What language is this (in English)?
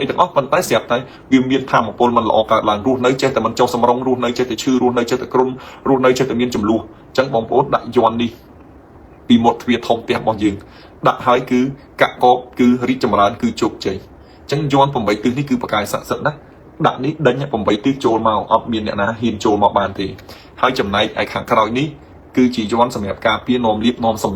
Khmer